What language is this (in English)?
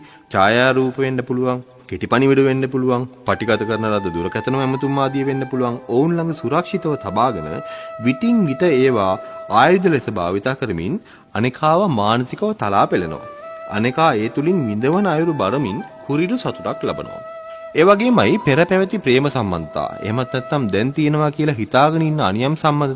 Sinhala